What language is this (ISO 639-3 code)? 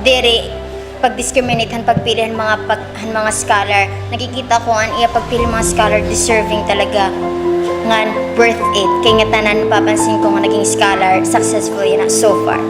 war